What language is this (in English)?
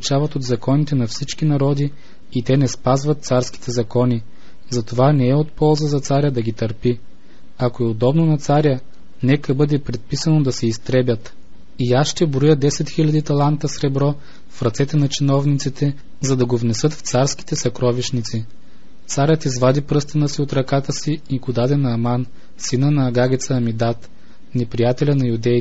Bulgarian